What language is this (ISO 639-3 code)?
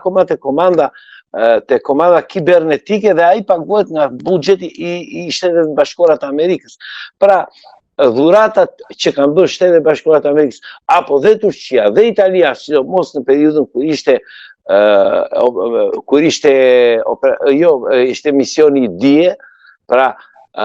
sqi